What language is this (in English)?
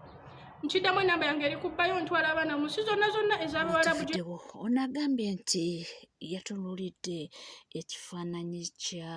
Ganda